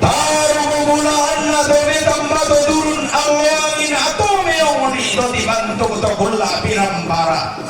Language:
Toraja-Sa'dan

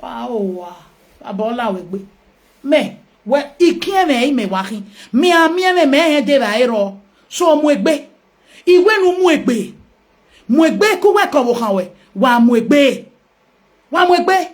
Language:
Nigerian Pidgin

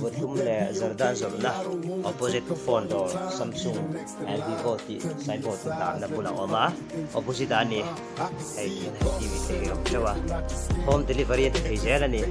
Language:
Mizo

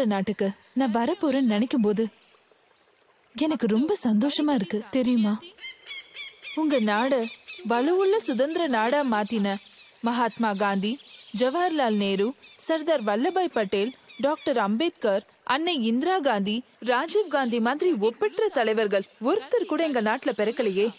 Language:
Tamil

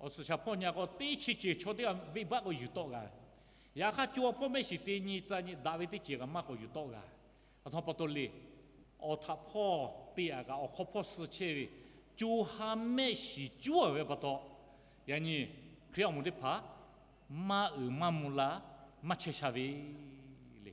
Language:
Lahu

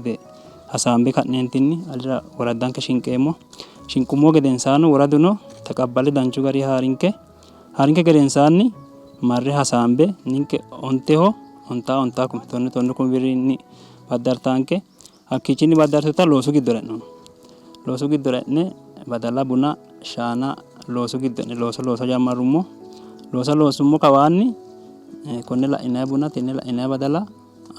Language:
Sidamo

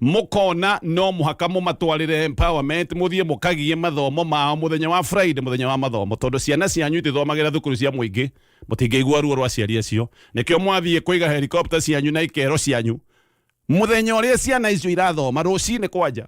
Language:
Kikuyu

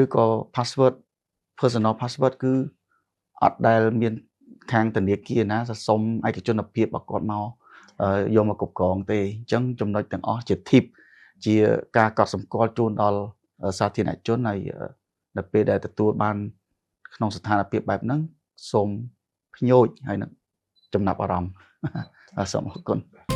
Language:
Khmer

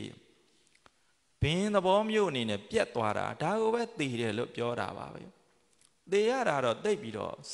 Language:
Burmese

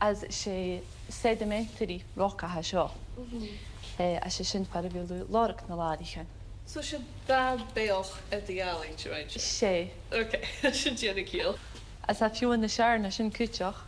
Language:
Scottish Gaelic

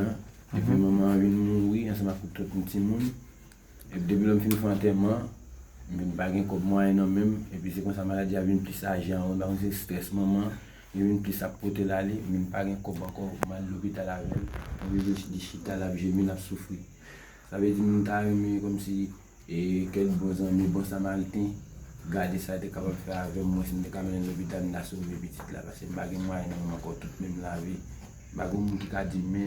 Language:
Haitian Creole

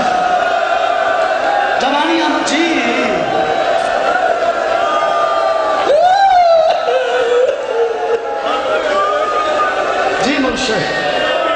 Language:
Urdu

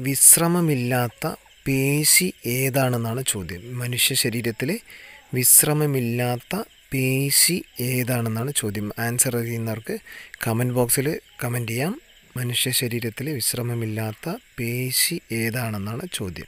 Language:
Malayalam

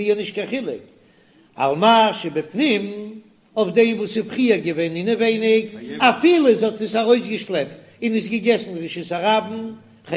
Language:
Yiddish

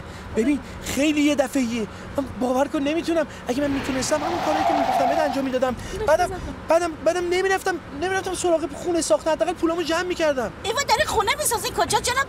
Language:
Persian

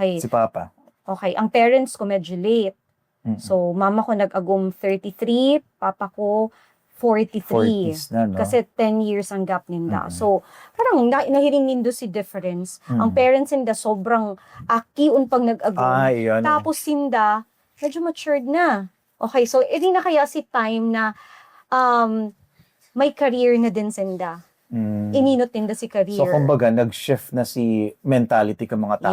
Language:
Bikol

